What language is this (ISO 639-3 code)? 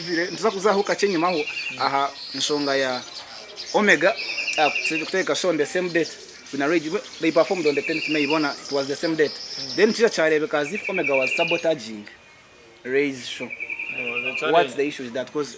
nyn